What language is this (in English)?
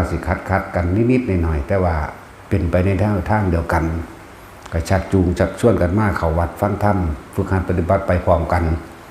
Northeastern Thai